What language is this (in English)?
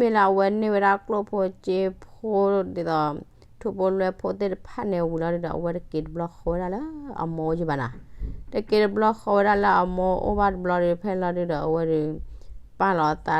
S'gaw Karen